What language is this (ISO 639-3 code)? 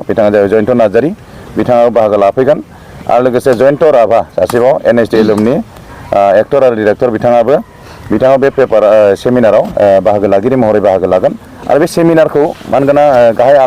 brx